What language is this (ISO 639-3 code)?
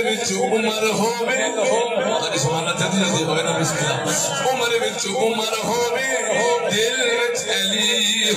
skr